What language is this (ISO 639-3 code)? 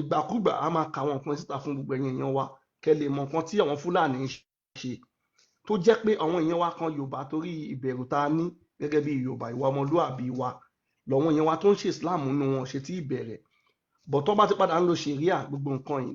yor